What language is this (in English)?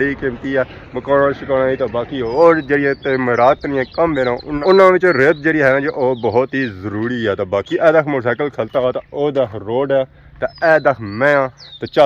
Pahari-Potwari